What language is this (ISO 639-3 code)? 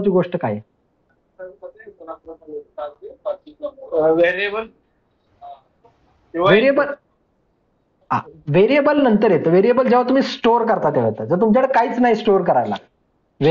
mar